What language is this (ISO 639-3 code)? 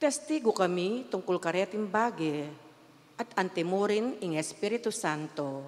pam